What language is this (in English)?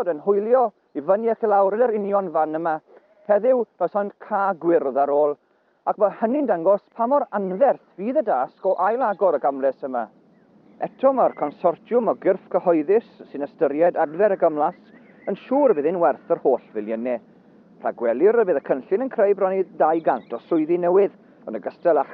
Welsh